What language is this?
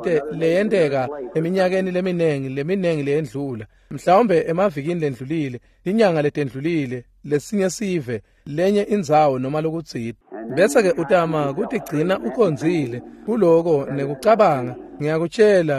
Swati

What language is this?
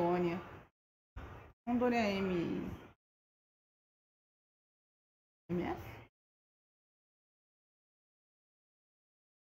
Portuguese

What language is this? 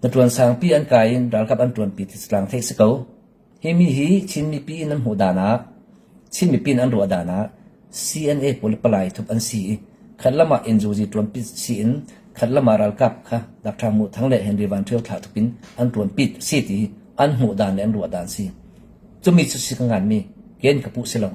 Falam Chin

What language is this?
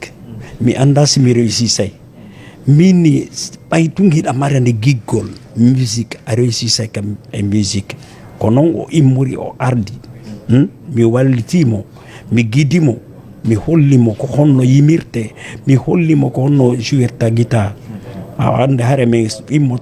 Fula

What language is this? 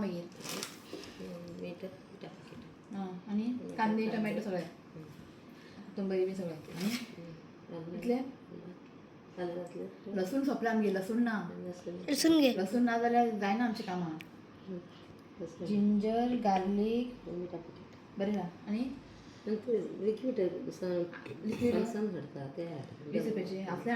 Konkani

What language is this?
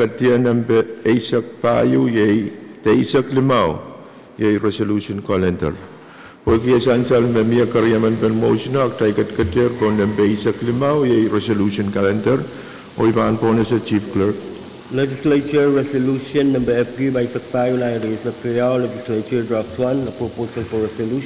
Pohnpeian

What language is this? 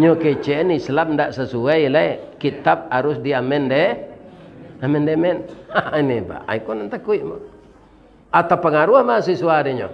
Minangkabau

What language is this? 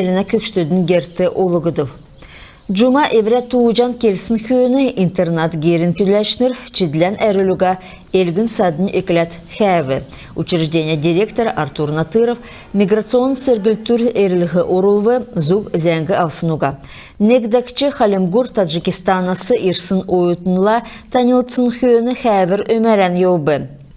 Kalmyk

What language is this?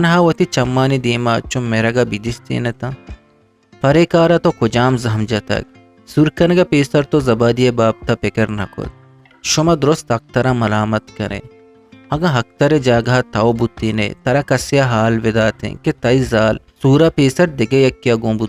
Eastern Balochi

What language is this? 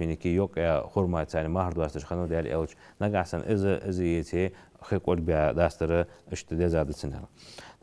Ingush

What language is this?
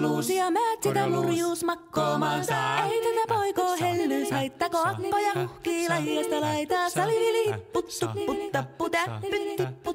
Finnish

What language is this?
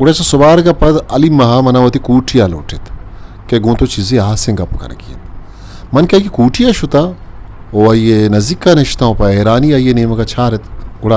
Eastern Balochi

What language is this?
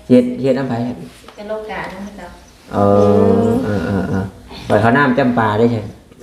Lao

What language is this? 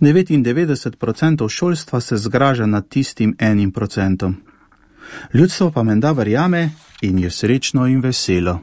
Slovenian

